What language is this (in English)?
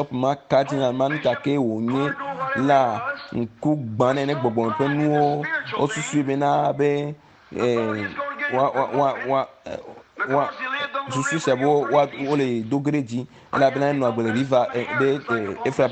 Ewe